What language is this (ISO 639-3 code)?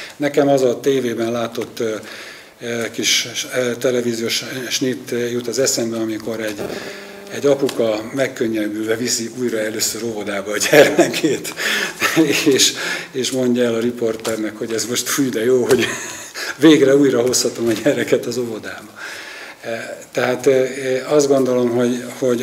hun